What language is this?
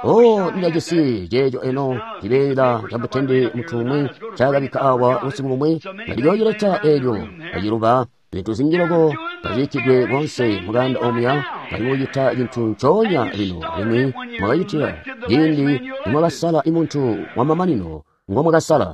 Tonga (Zambia)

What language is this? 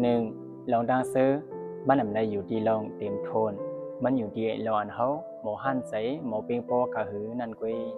Shan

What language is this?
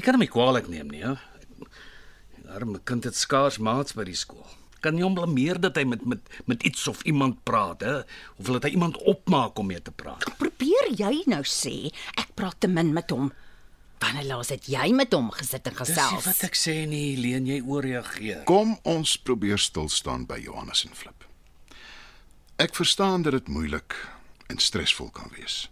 Afrikaans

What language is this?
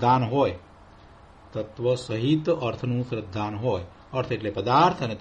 Gujarati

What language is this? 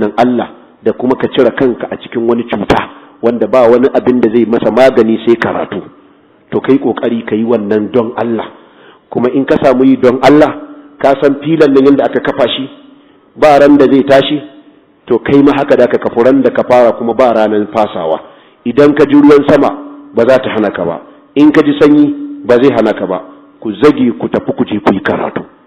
Hausa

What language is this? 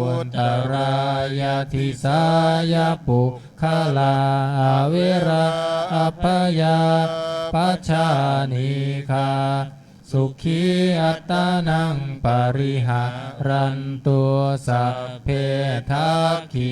Pali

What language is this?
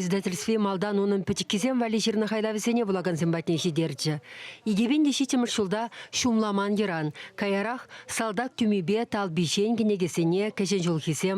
Chuvash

